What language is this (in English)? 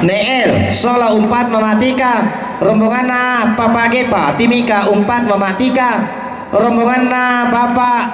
Toraja-Sa'dan